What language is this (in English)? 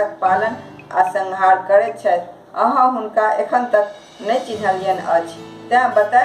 Maithili